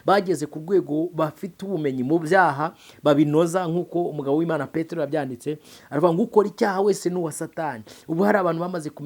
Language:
Kinyarwanda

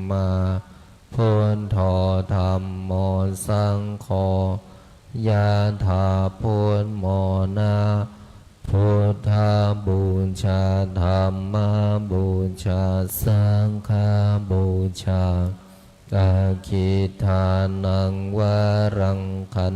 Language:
Pali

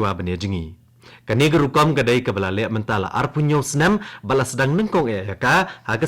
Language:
Khasi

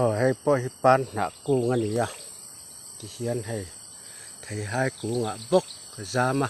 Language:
Mizo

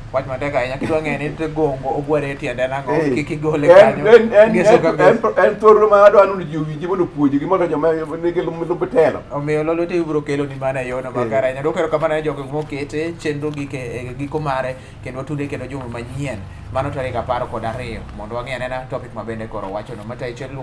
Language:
Luo (Kenya and Tanzania)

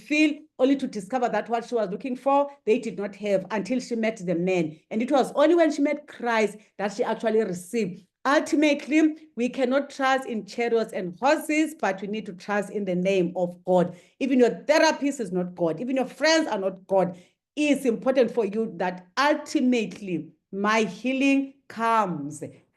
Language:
English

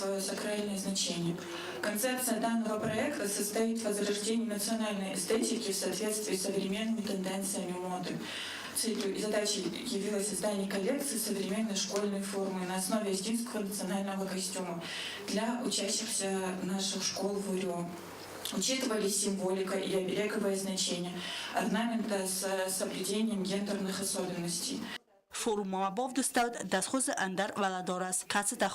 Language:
Ossetic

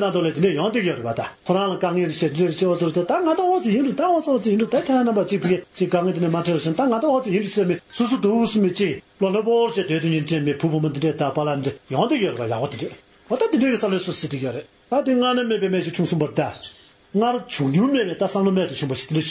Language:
Tibetan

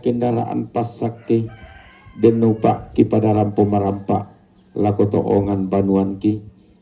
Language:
Toraja-Sa'dan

